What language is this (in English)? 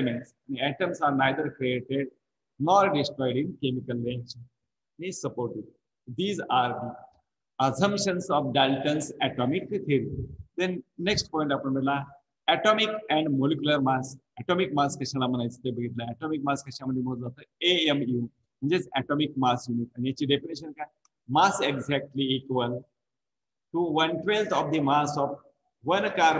Marathi